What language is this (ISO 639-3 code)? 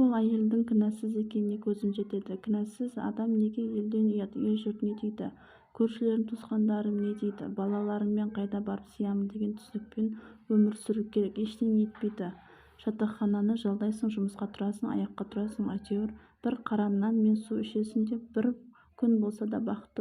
kaz